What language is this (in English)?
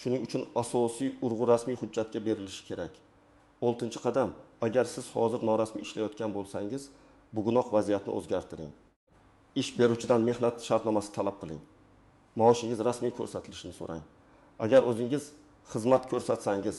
Uzbek